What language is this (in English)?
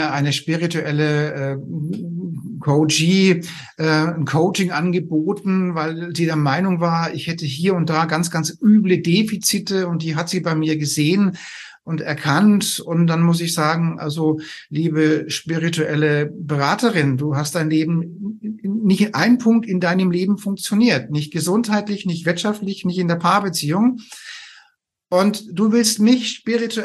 German